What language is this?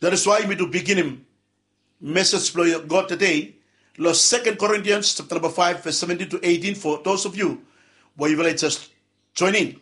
Bislama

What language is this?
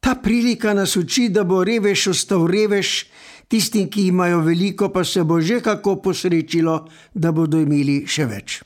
Slovenian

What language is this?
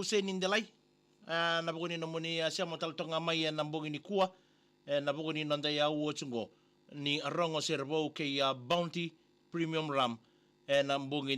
Fijian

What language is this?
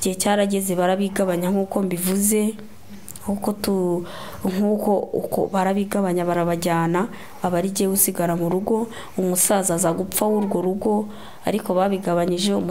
Kinyarwanda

